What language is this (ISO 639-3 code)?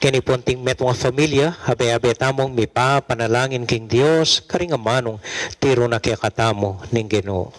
pam